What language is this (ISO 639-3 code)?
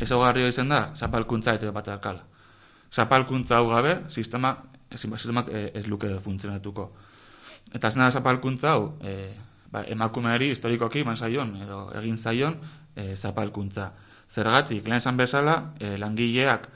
eus